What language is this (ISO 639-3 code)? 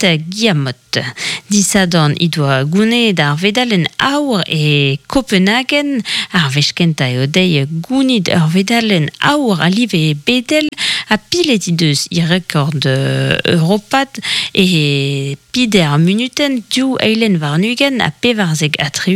bre